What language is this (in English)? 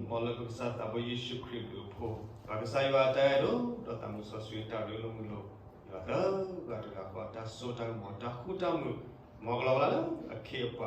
S'gaw Karen